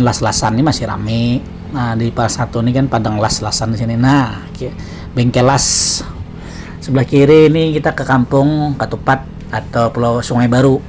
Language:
Banjar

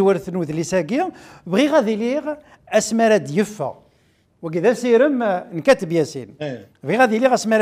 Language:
Kabyle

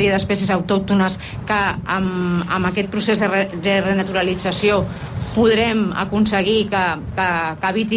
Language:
Catalan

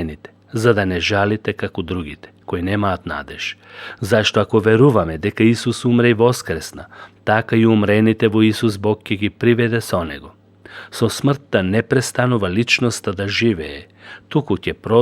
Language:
Macedonian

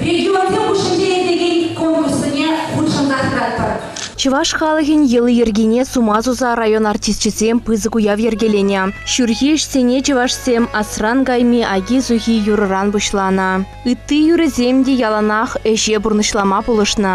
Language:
Chuvash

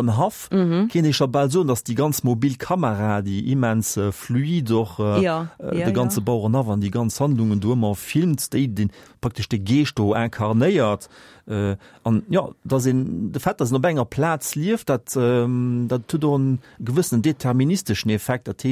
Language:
Luxembourgish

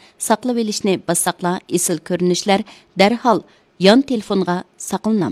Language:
Uyghur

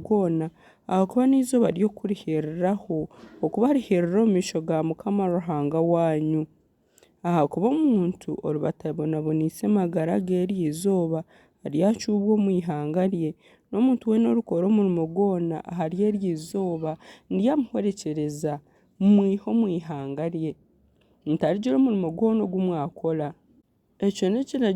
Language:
Nyankole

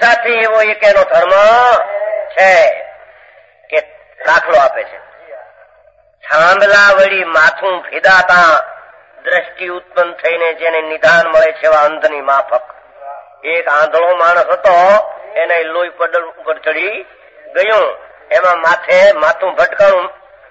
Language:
Gujarati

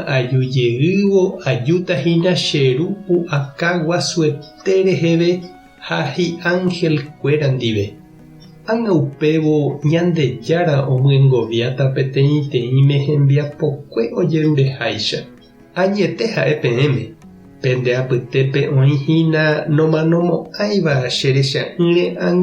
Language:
Guarani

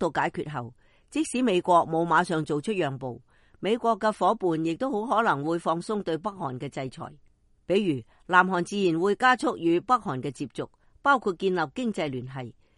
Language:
Cantonese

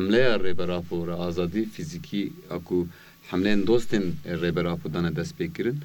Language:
Kurdish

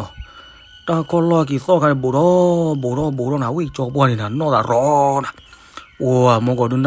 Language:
S'gaw Karen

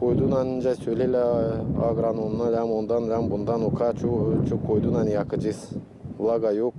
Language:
Gagauz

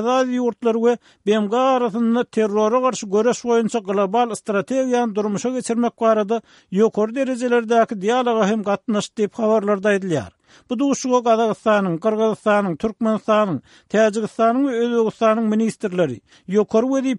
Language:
Turkmen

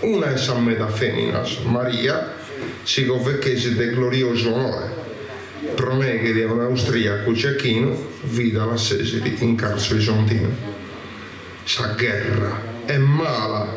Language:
Sardinian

